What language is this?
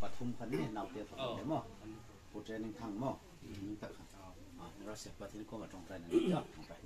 Hmar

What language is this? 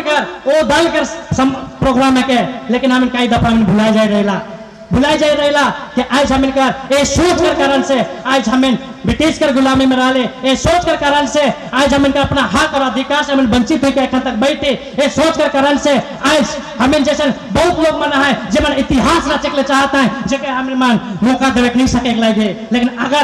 Sadri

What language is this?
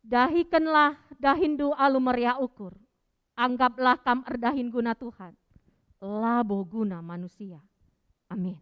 Batak Karo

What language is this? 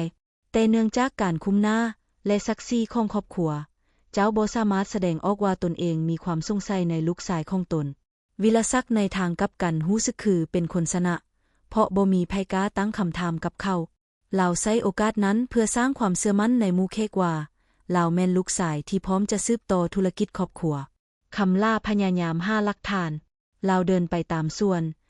Lao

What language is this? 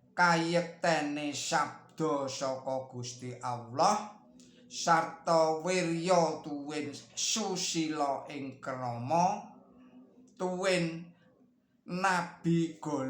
Javanese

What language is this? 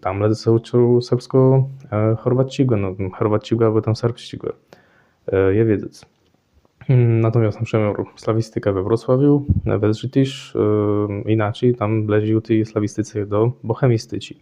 Kashubian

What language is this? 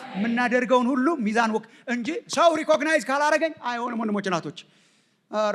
Amharic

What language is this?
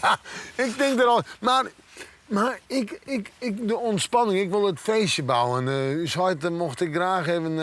Western Frisian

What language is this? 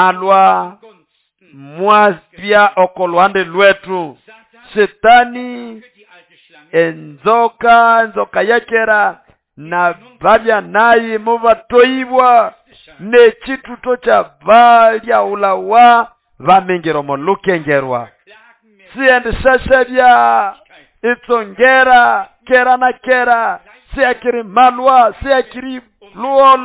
Nande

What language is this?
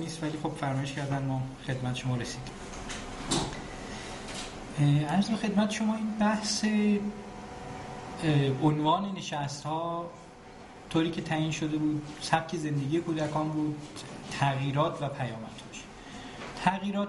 Persian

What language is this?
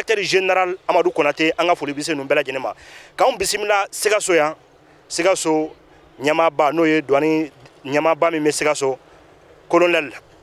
Bambara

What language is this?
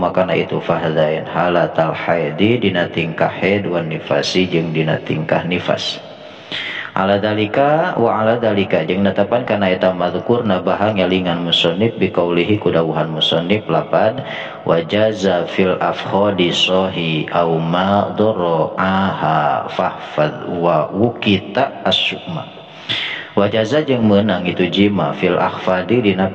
Sundanese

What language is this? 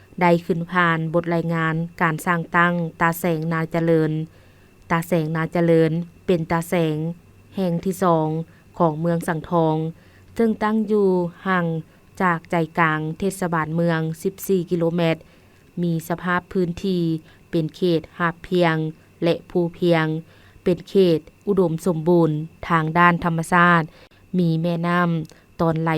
Lao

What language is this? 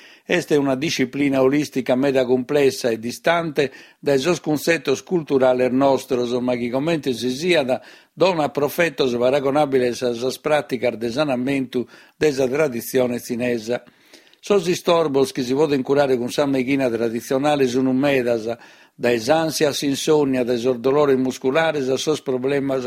Sardinian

